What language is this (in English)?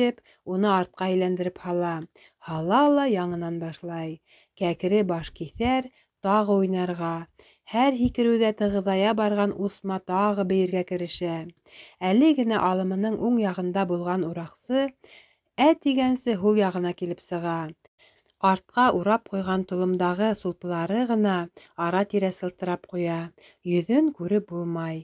Bashkir